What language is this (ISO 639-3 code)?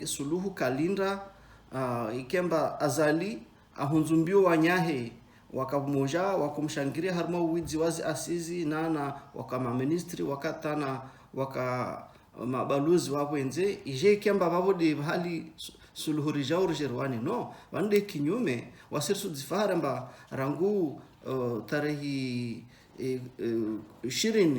zdj